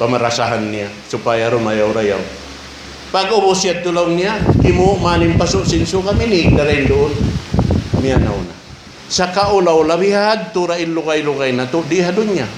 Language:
Tausug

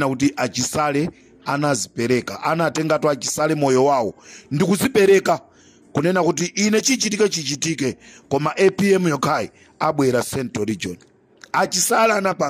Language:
Nyanja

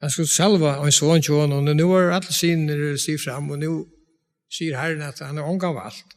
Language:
Faroese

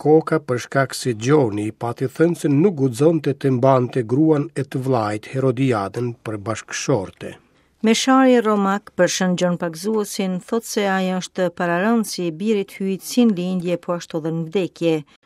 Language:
Albanian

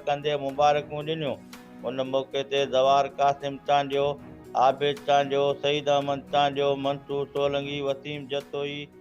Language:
Sindhi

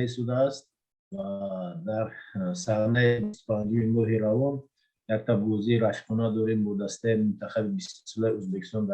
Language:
Tajik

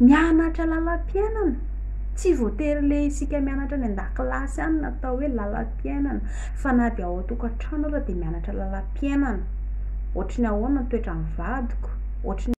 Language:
Malagasy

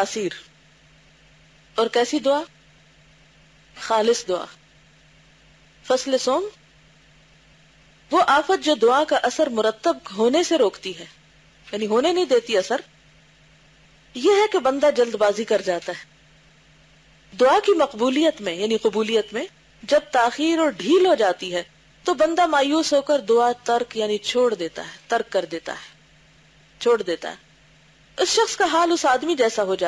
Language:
Urdu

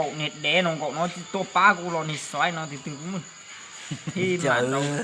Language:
Hmong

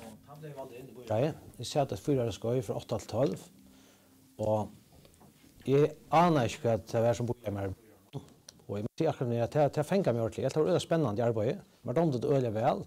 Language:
Faroese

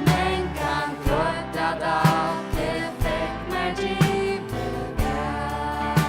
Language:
Faroese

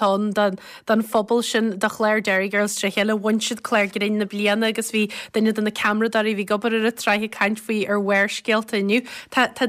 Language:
Irish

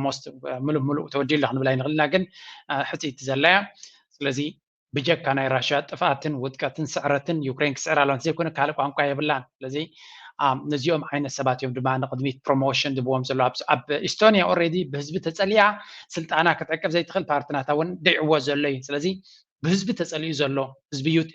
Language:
Tigrinya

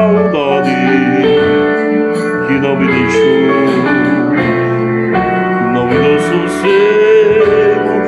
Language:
Portuguese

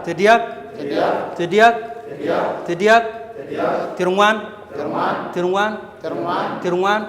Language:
Dinka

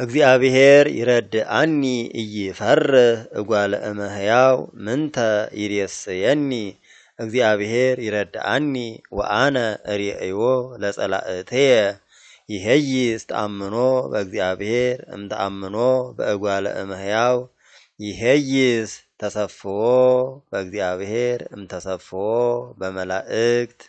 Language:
Geez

